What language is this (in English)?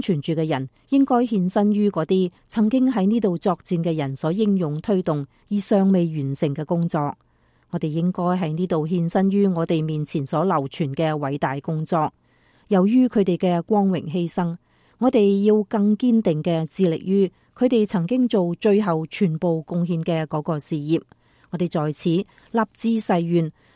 Cantonese